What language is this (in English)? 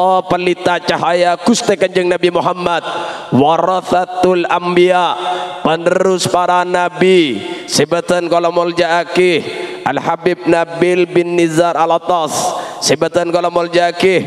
Madurese